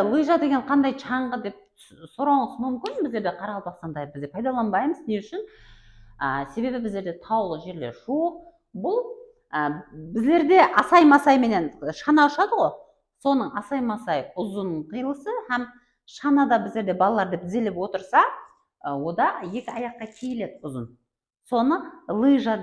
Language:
Kara-Kalpak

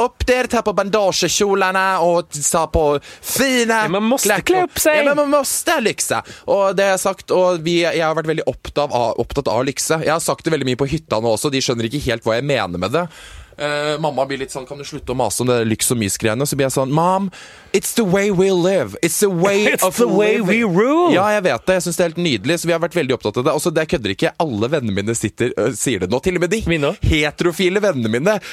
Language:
Norwegian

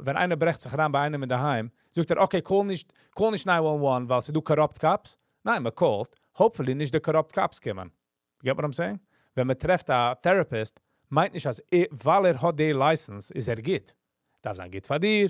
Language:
Yiddish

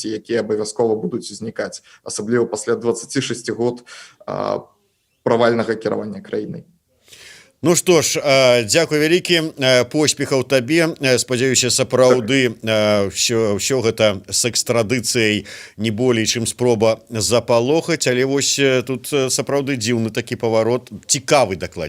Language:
Belarusian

